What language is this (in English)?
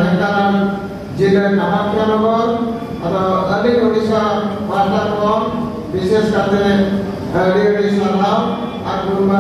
Santali